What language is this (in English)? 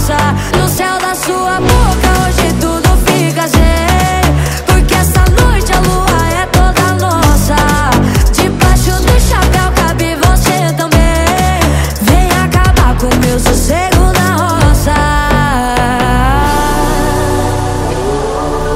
Portuguese